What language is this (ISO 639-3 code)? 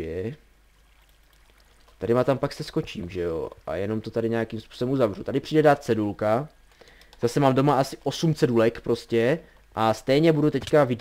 ces